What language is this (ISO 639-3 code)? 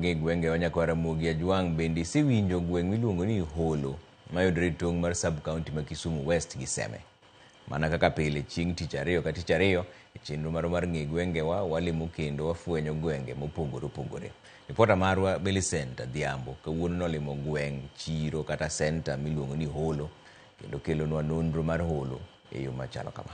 luo